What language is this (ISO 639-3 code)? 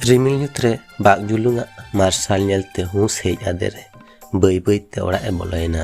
sat